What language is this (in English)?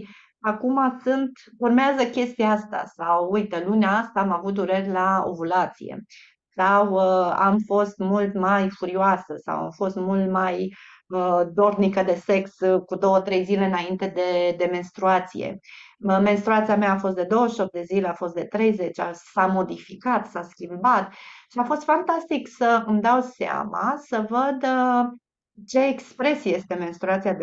Romanian